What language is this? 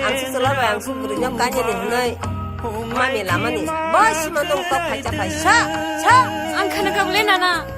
Kok Borok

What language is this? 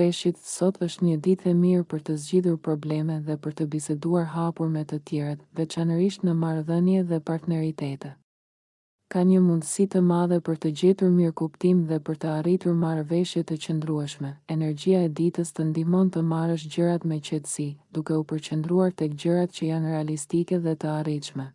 Albanian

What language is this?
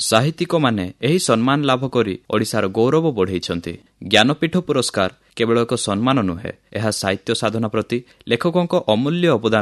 Odia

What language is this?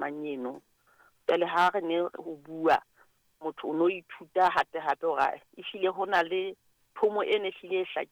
Southern Sotho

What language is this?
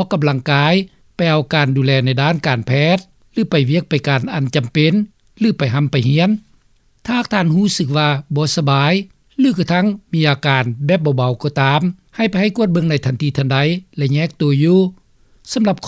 Lao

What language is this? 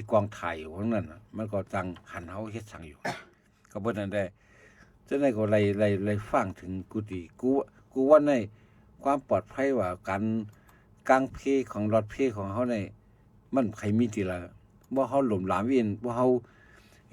Shan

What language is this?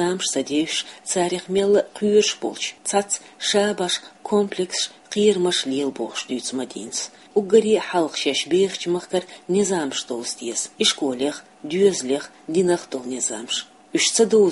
Chechen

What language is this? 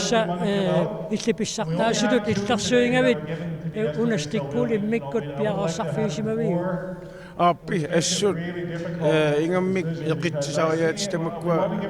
Kalaallisut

